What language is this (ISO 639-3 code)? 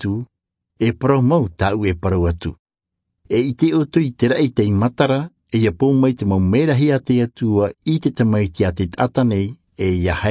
tah